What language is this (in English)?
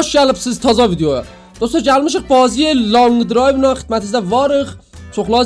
South Azerbaijani